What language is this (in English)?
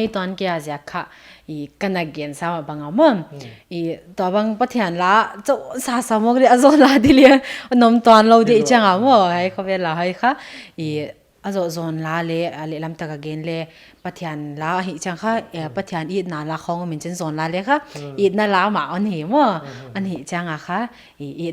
Paite Chin